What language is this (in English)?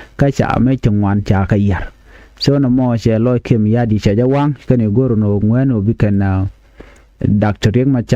Nuer